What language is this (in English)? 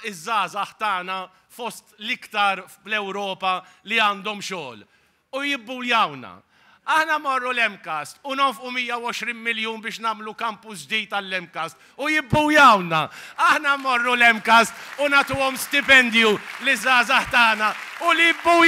Maltese